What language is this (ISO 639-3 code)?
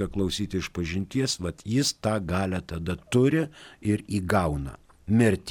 lit